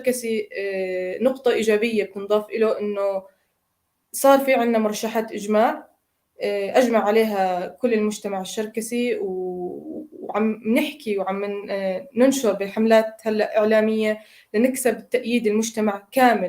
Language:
North Levantine Arabic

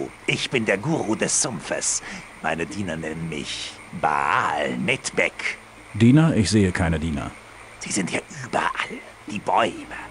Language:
Bavarian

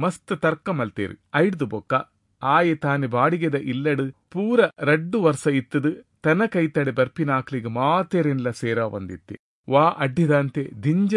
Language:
Tulu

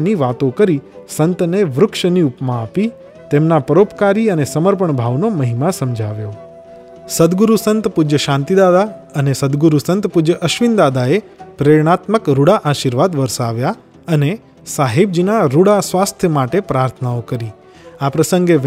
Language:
Gujarati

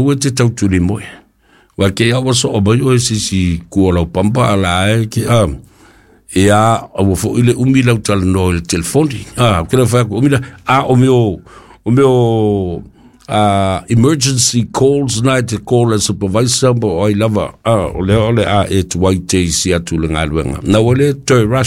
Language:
Samoan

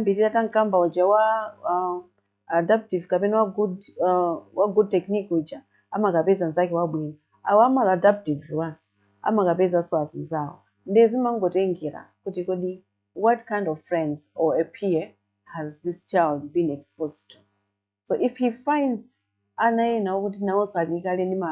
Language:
Nyanja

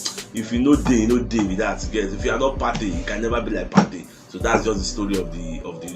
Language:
Nigerian Pidgin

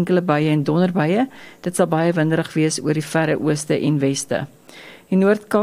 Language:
Afrikaans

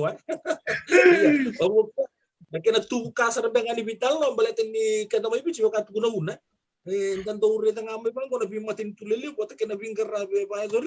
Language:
Fijian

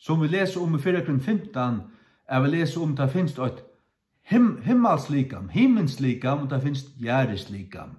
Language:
Faroese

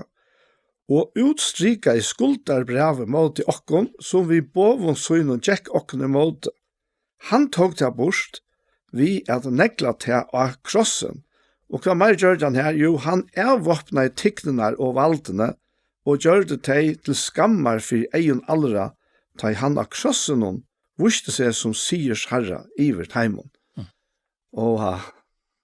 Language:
Faroese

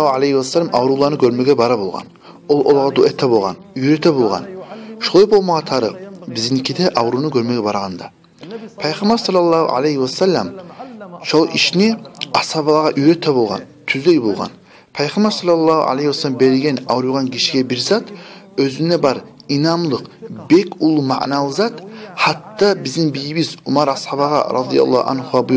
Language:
Kumyk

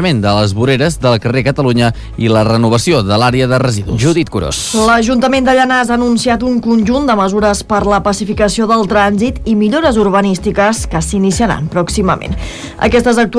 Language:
Catalan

